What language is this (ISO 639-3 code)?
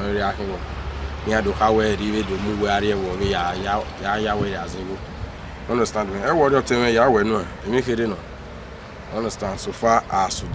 bin